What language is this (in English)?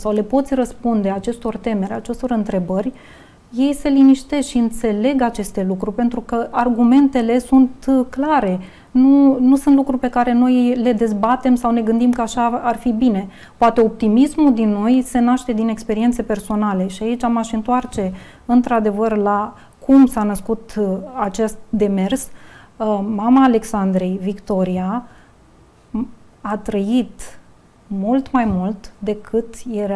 Romanian